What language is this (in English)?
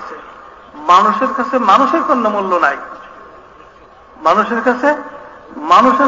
Bangla